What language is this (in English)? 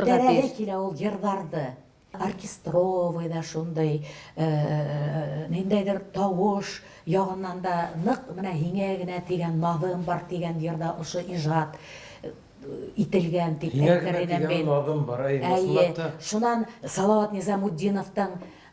Bashkir